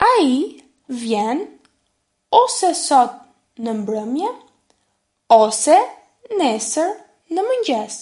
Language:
Albanian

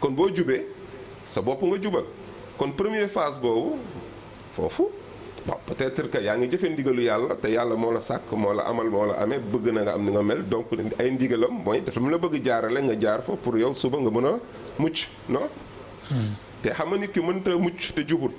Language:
Wolof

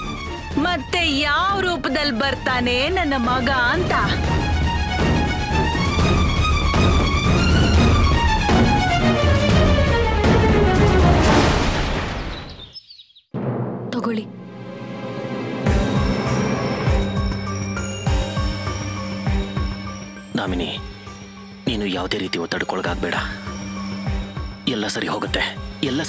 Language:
Kannada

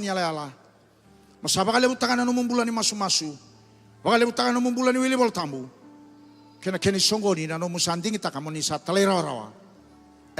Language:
Fijian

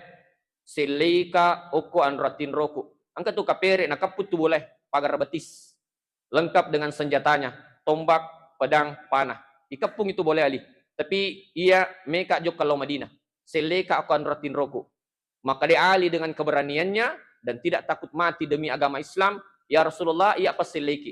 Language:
Buginese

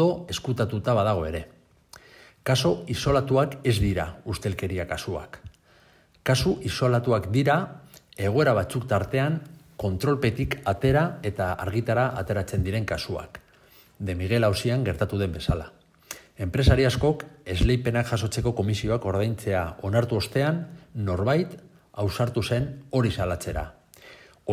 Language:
Basque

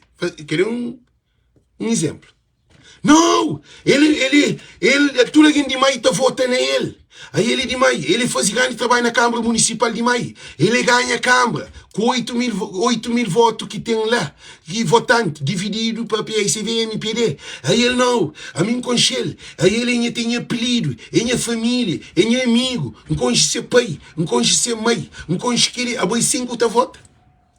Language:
Kabuverdianu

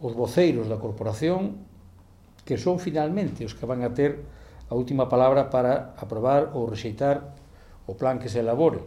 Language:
Galician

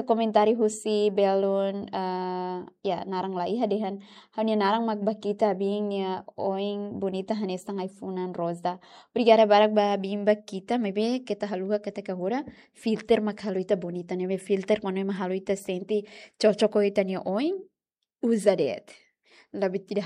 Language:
Tetum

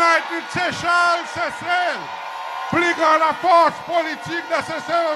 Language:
Seselwa Creole French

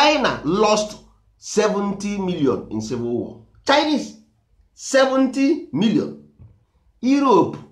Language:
Igbo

